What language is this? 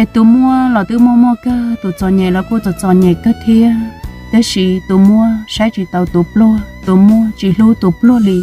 Hmong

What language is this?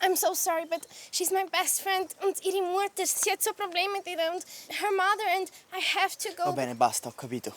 Swiss German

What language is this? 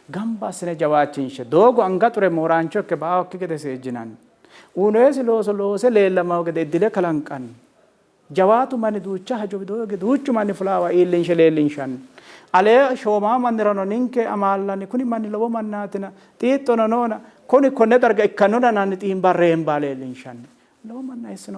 Sidamo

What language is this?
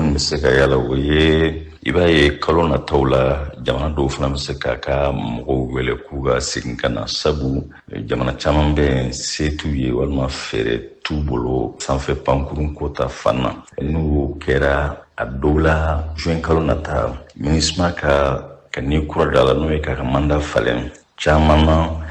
Bambara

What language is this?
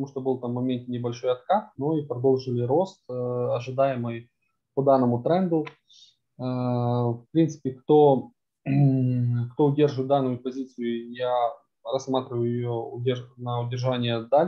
Russian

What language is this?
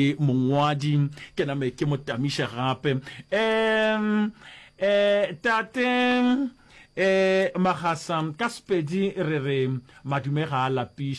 Northern Sotho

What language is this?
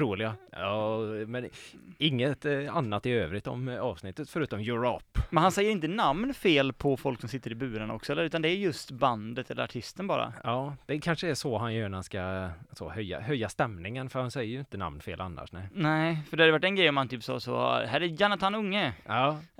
Swedish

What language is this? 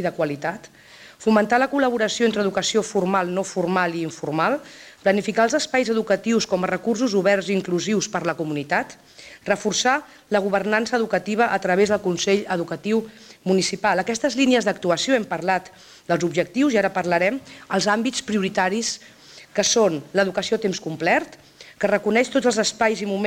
Catalan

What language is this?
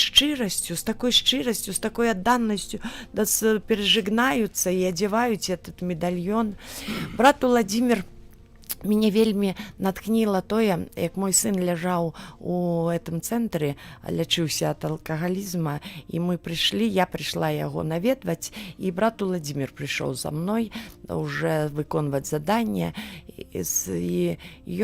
Belarusian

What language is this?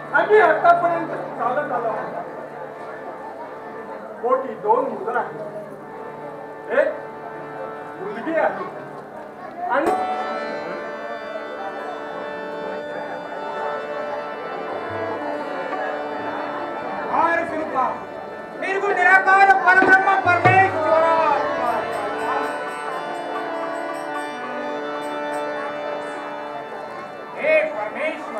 Marathi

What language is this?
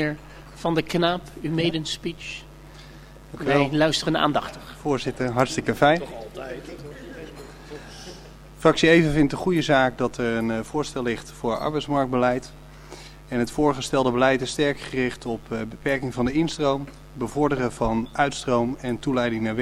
Dutch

